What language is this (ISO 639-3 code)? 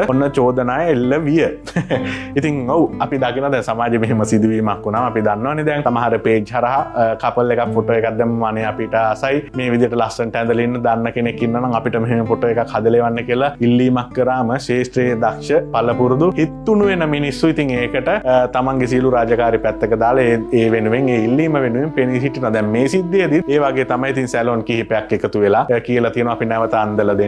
sin